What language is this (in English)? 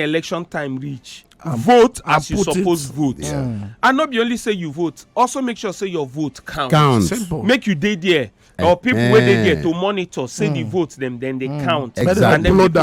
Nigerian Pidgin